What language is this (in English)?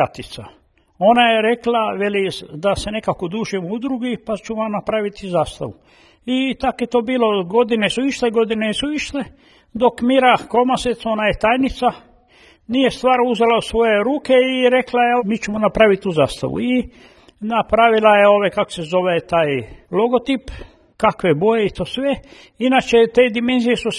Croatian